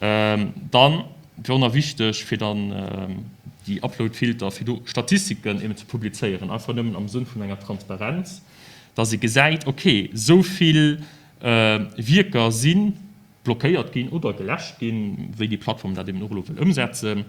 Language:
Luxembourgish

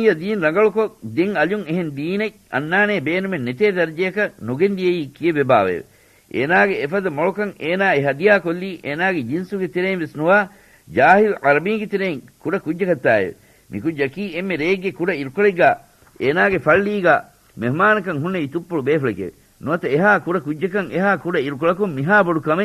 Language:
Divehi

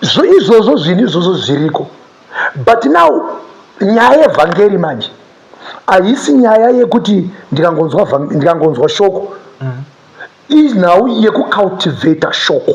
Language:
Shona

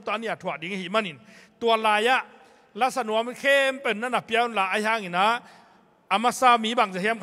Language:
Tedim Chin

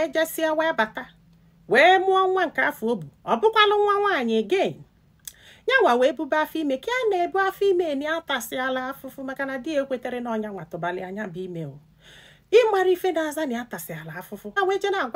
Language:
Igbo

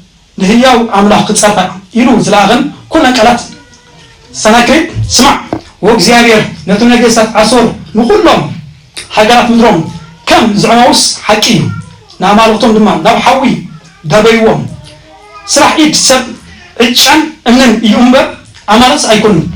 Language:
Tigrinya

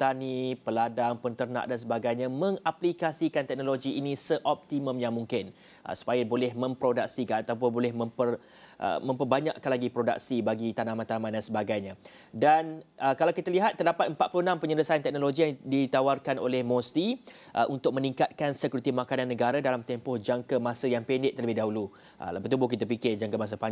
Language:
Malay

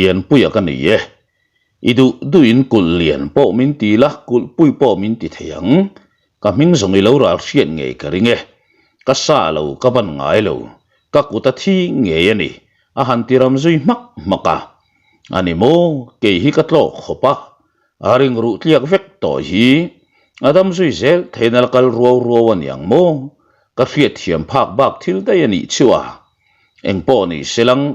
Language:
Mizo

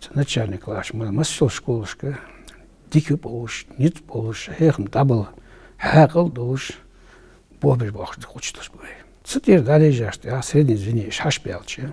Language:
Ingush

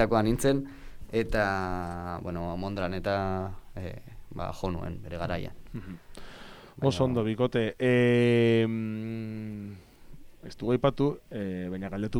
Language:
Basque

